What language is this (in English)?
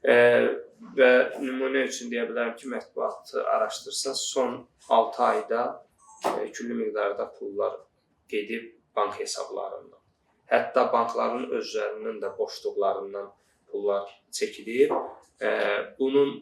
Azerbaijani